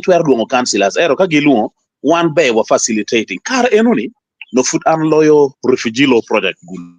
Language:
Acoli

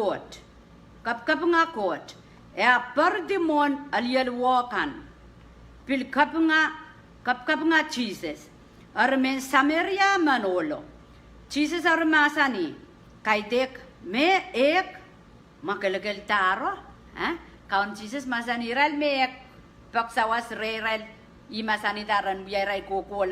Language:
Pohnpeian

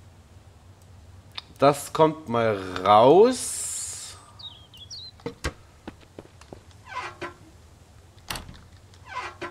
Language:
German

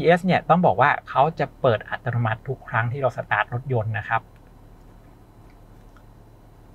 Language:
Thai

